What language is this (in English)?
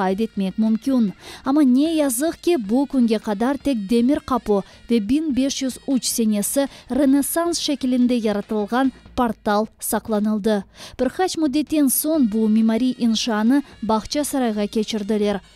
Crimean Tatar